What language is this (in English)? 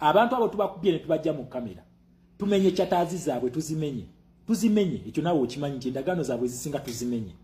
Ganda